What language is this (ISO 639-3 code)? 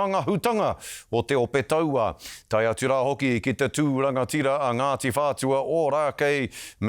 mri